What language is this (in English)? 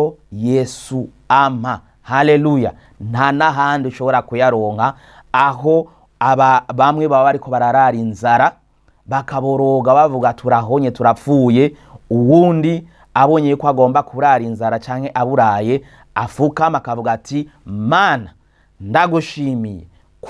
Rundi